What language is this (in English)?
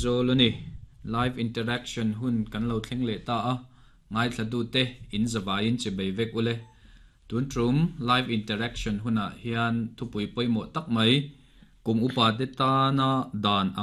Mizo